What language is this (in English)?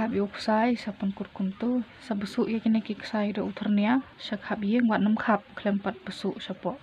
Khasi